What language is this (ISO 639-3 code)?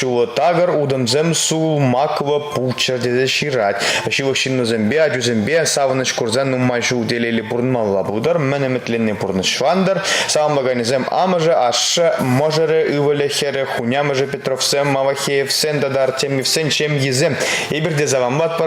chv